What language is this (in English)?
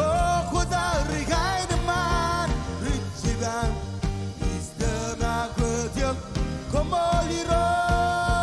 Marshallese